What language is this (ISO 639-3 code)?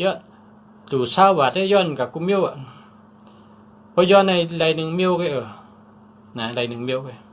shn